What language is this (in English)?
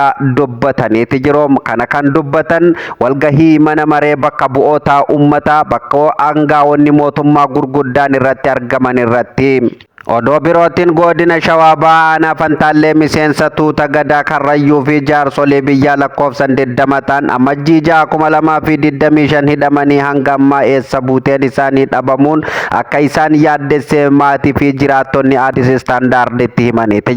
Oromo